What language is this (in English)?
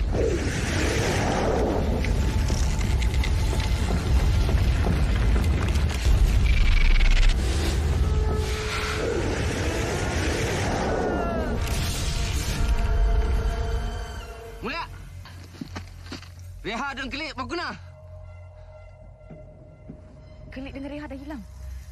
Malay